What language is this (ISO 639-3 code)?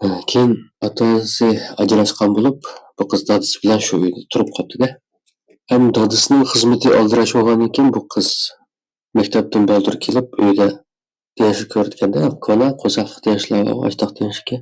uig